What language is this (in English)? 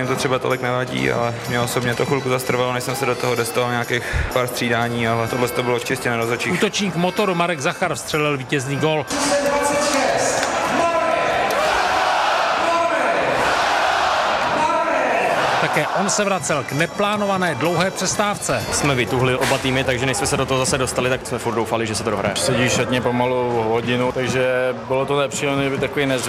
Czech